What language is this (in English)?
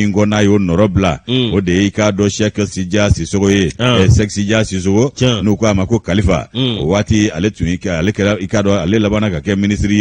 Bambara